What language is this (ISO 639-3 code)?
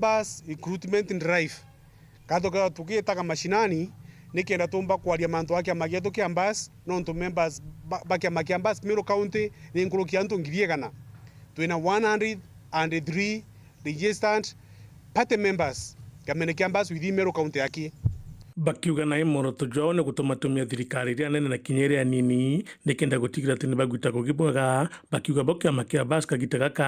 mer